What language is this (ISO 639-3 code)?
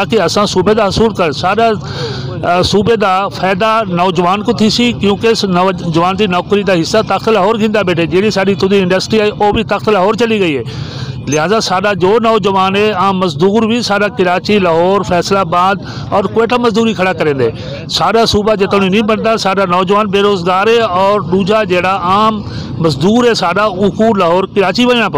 skr